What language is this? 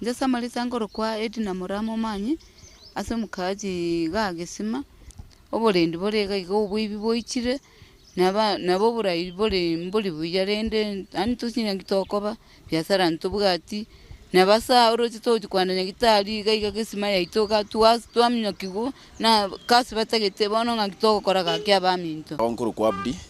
Gusii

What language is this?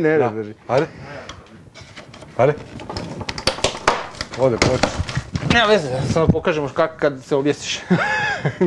Croatian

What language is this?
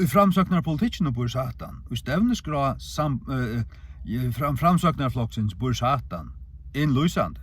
Faroese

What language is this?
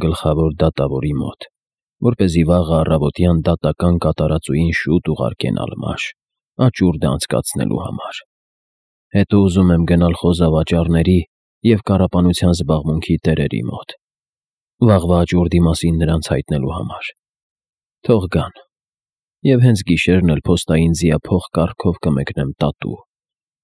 Armenian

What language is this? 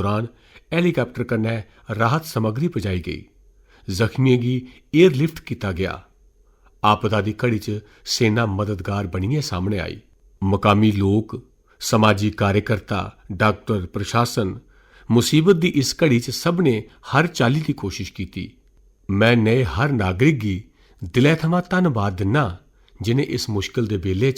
Dogri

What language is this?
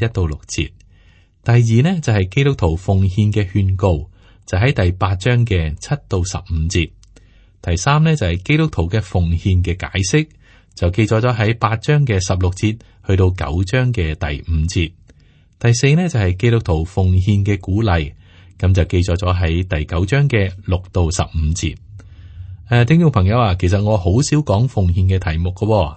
Cantonese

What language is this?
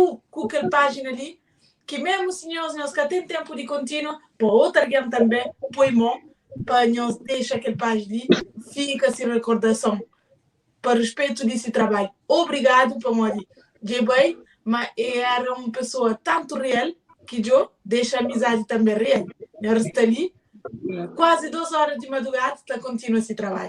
Kabuverdianu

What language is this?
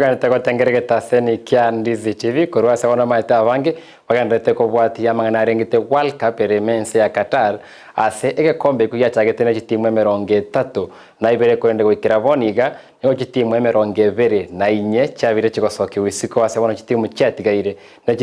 Gusii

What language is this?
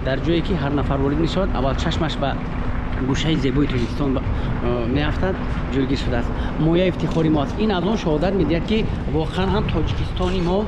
Tajik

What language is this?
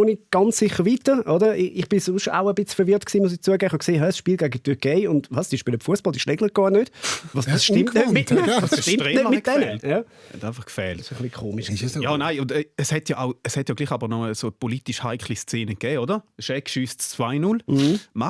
Swiss German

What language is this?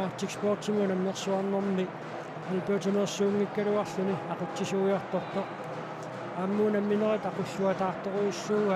Kalaallisut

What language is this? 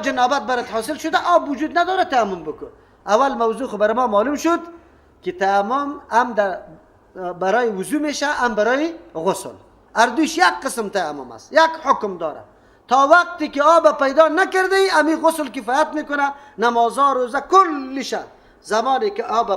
Persian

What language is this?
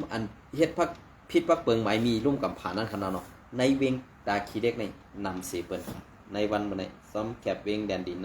Shan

